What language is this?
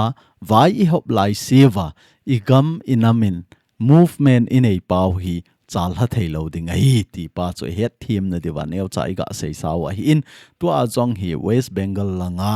Thado Chin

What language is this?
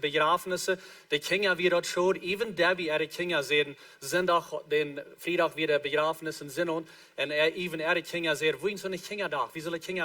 Plautdietsch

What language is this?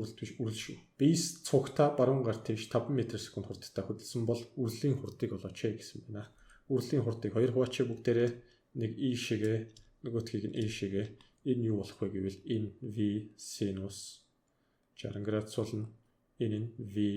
Mongolian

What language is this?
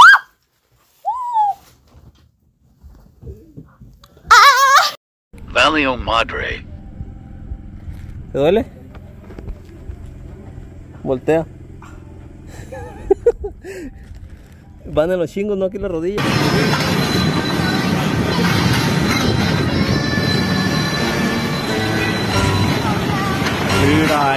Spanish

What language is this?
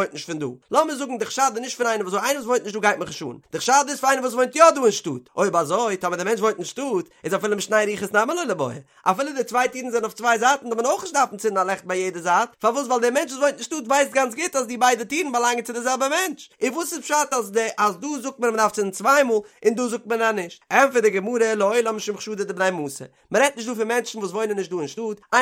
Yiddish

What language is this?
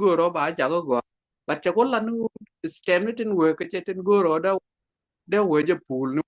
Nuer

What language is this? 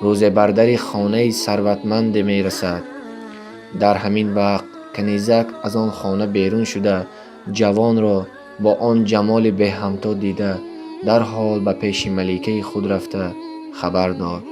Tajik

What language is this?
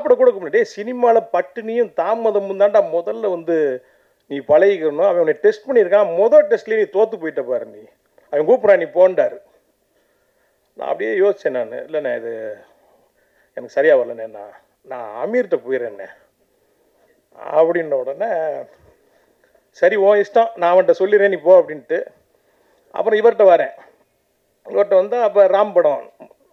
Tamil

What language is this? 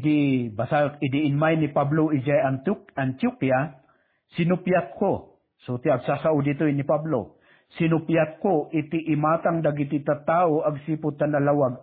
Iloko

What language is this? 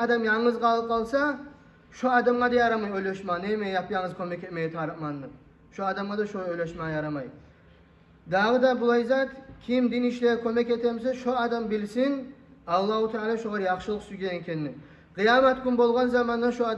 Kumyk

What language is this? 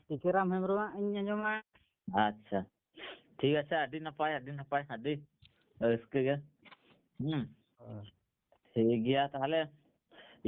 Santali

